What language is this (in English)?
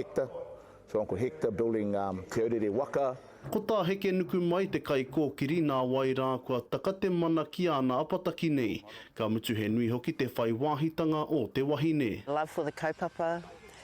Māori